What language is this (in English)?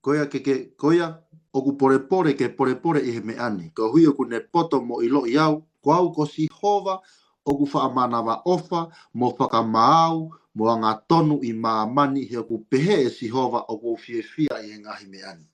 Tongan